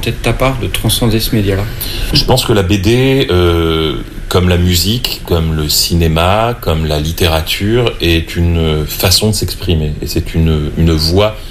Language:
French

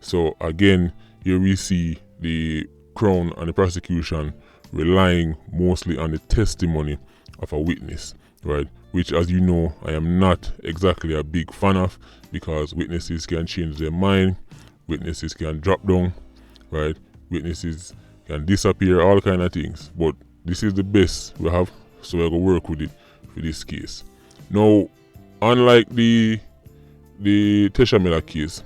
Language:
Jamaican Creole English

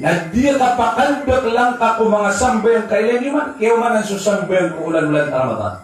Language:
Maranao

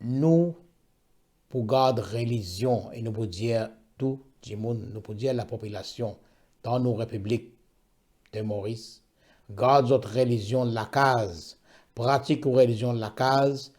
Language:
Morisyen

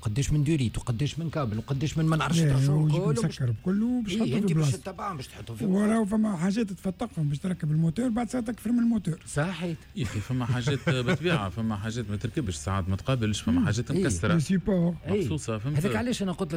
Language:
Tunisian Arabic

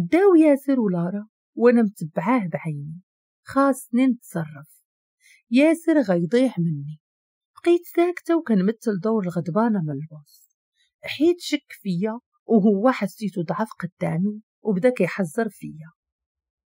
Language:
Moroccan Arabic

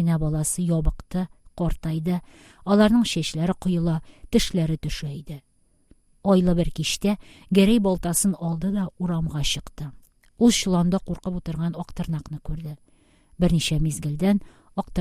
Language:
Tatar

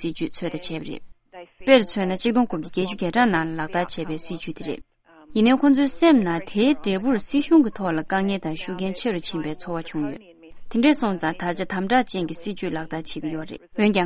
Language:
Tibetan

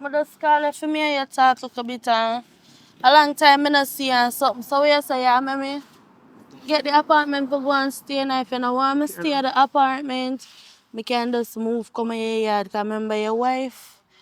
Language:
Jamaican Creole English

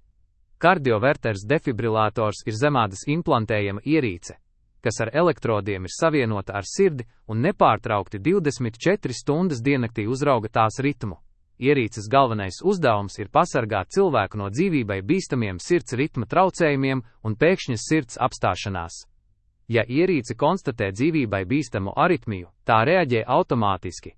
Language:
Latvian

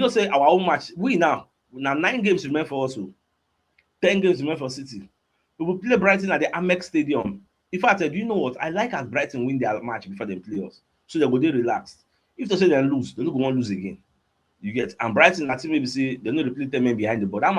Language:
Nigerian Pidgin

